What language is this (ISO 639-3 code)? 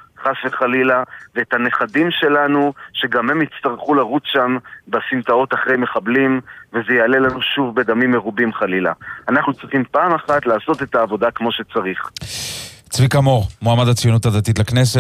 heb